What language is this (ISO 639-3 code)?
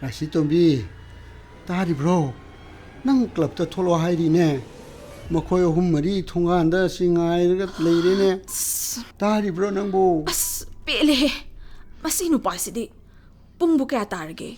mni